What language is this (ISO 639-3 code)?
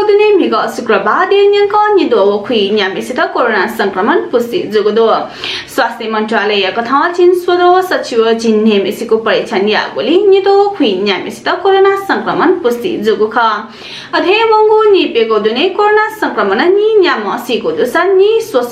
new